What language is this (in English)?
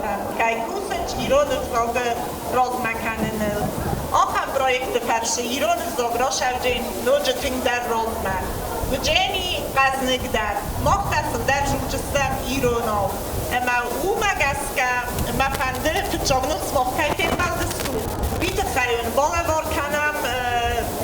Ossetic